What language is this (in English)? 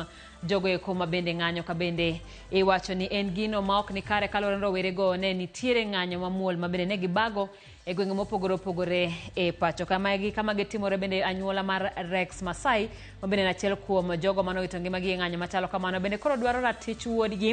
Luo (Kenya and Tanzania)